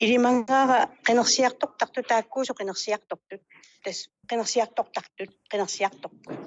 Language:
Kalaallisut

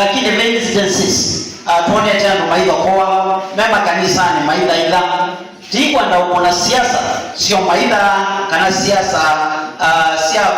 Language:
Kamba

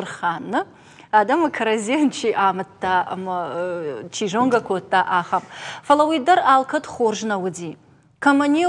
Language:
Ossetic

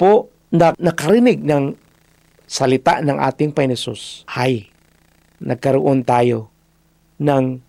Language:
Filipino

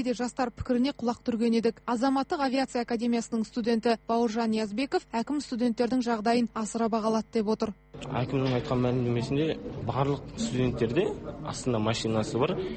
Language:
Kazakh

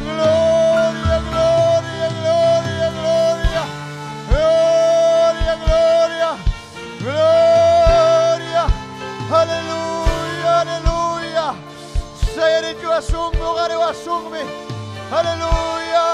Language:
Ayacucho Quechua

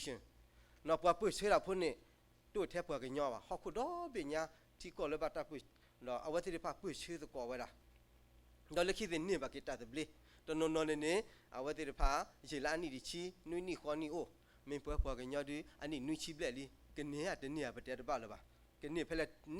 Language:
S'gaw Karen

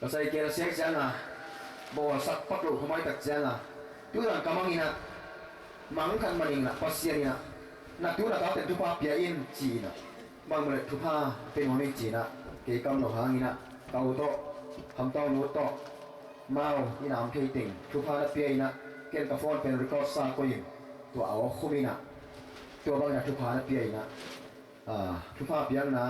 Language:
Tedim Chin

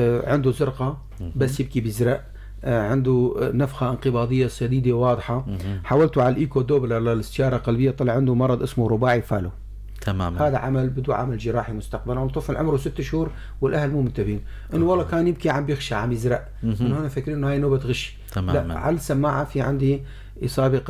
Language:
North Levantine Arabic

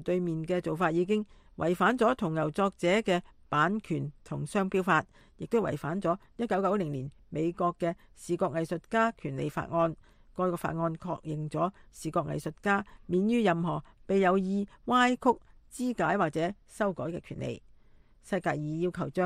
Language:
Cantonese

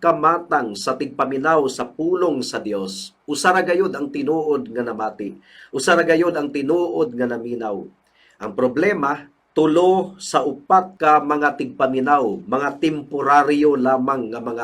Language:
Cebuano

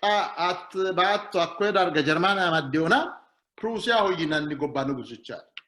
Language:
Sidamo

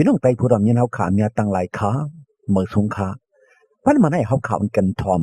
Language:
Shan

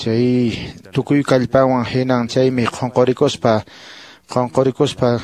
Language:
Quechua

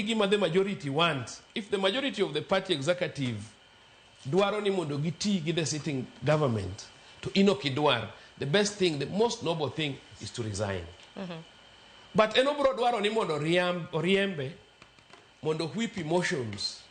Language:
Luo (Kenya and Tanzania)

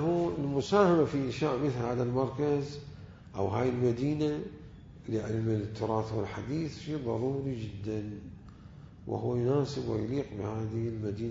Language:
Mesopotamian Arabic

